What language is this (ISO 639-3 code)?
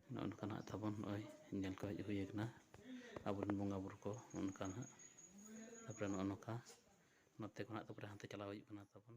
sat